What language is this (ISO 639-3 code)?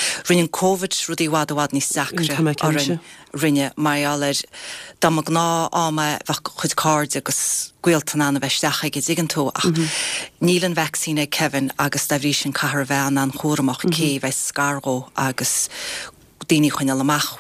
gle